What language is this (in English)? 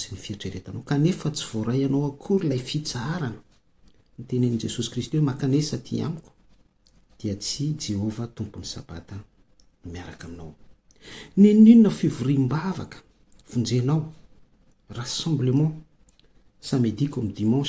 Malagasy